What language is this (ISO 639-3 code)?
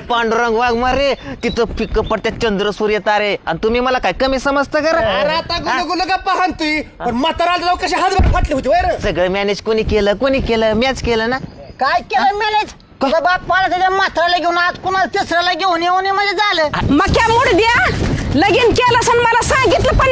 mar